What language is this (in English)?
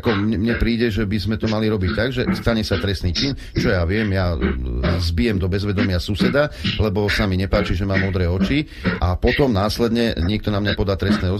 Slovak